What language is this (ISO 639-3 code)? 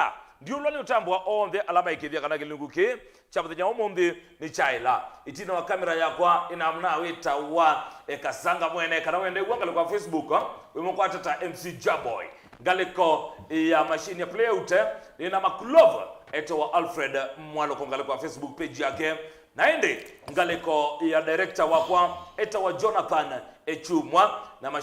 kam